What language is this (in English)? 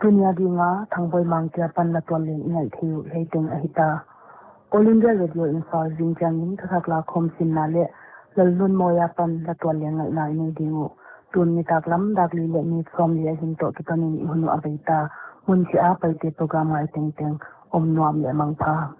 Paite Chin